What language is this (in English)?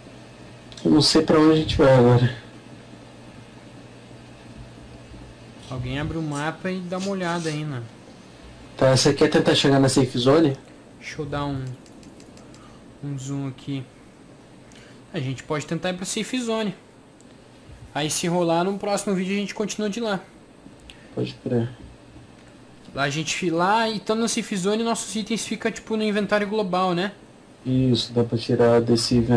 Portuguese